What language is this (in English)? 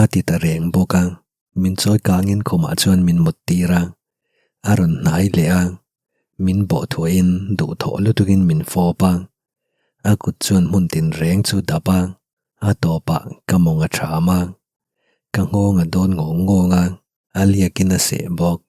Mizo